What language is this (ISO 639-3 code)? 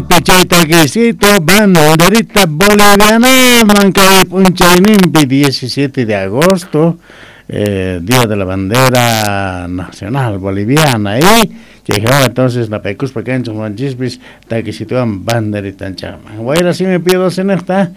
que